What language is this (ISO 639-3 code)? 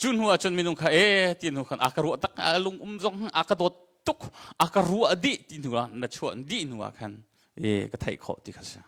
cnh